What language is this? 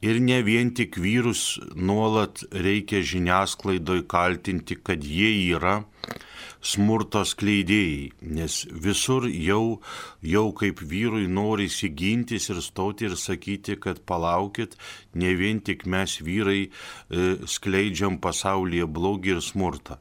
Lithuanian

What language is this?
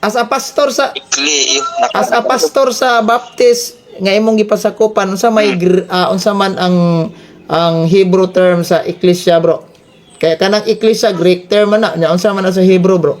Cebuano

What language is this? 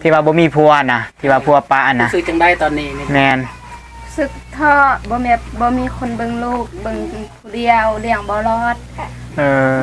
Lao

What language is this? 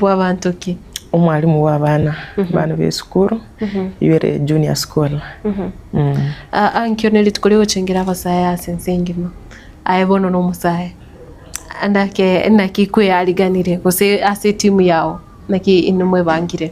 Gusii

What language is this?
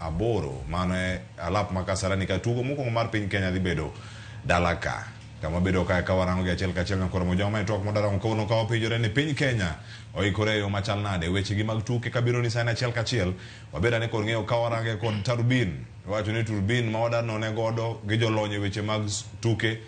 Luo (Kenya and Tanzania)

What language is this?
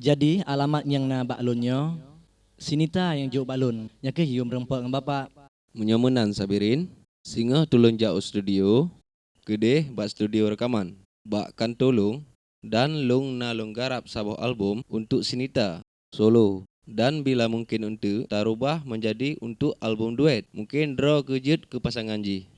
Achinese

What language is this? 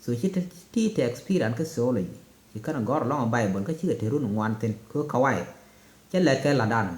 Nuer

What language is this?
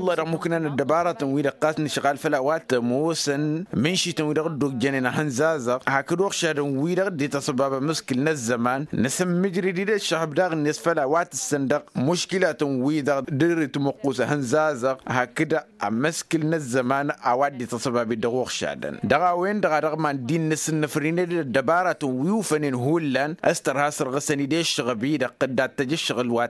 Tamasheq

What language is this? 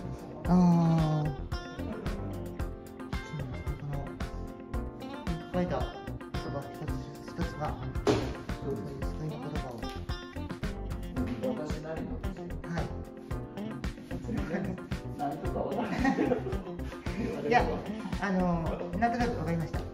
Japanese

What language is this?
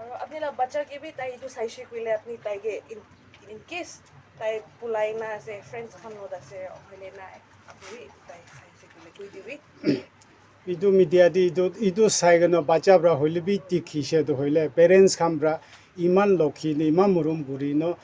Naga Pidgin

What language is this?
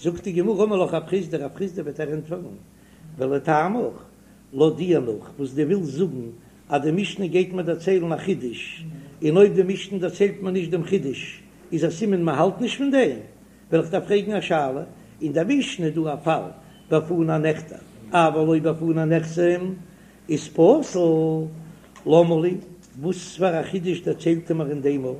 Yiddish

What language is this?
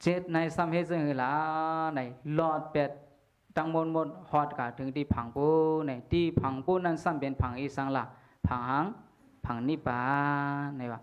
Shan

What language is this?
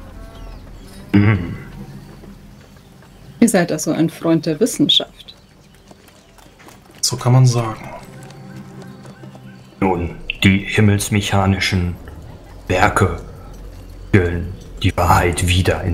German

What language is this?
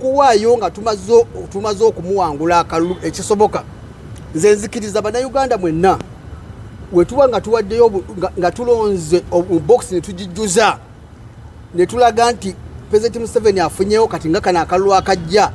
Ganda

